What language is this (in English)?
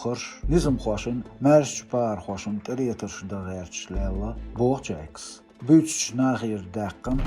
Chechen